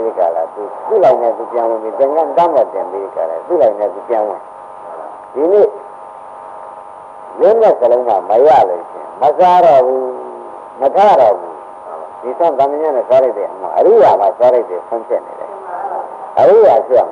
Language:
Burmese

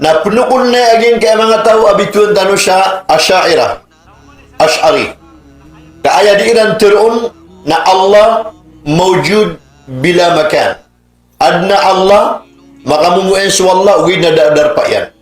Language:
Maranao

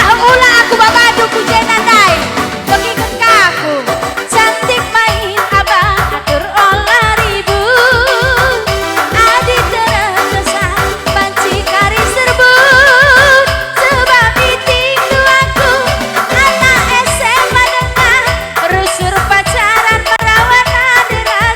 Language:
Batak Karo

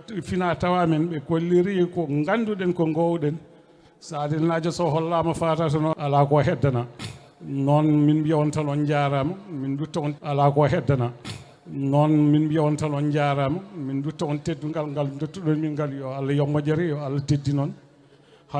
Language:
Fula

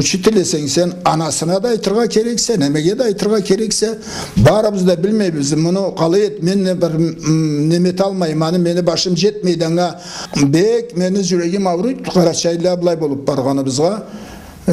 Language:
Karachay-Balkar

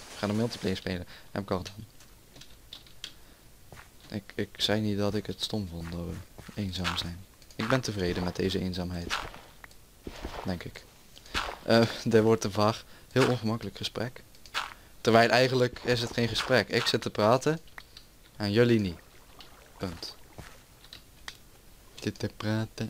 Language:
Dutch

